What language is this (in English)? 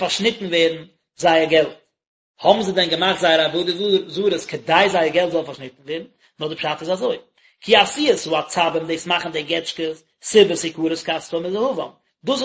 Yiddish